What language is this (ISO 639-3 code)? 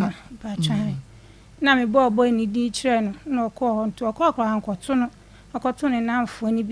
aka